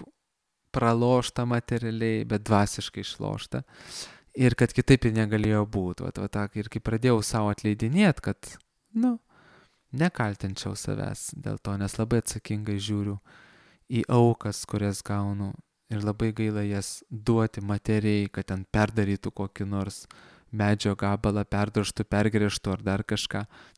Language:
Lithuanian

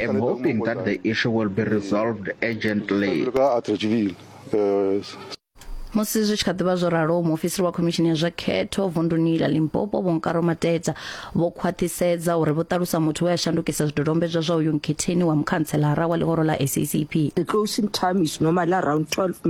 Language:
Venda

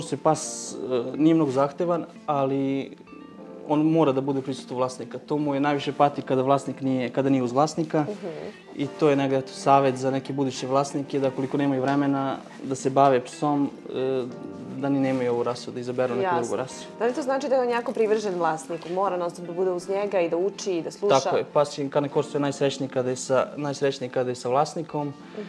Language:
Serbian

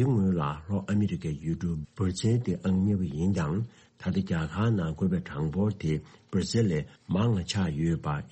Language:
Tibetan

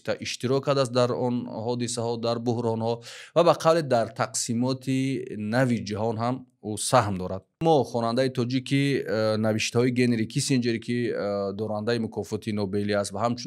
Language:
Tajik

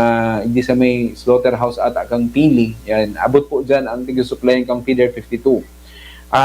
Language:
Bikol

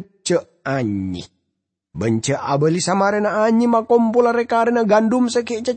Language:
Madurese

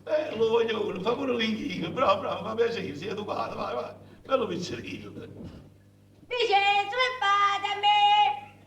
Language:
Neapolitan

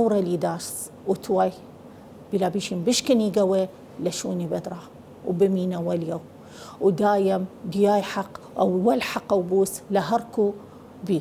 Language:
Southern Kurdish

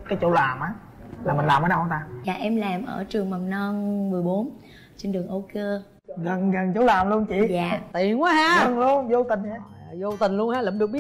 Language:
Vietnamese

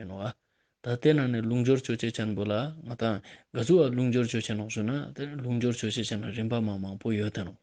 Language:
Ladakhi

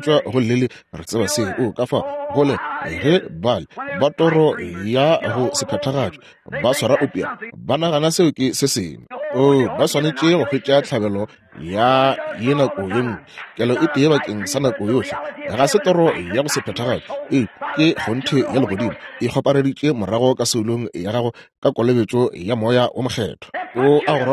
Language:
Northern Sotho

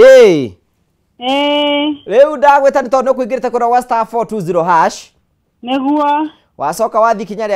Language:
Kikuyu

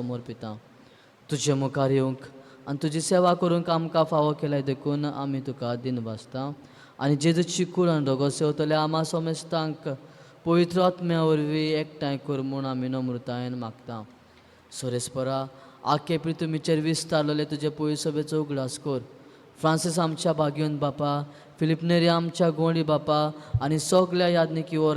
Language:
Konkani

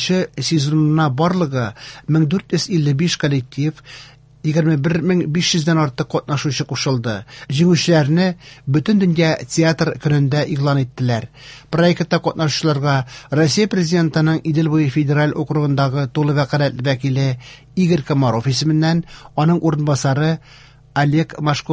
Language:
Tatar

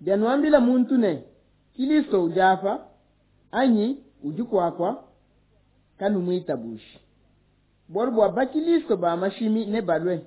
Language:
Luba-Lulua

